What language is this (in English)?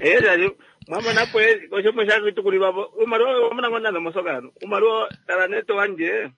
Kuanyama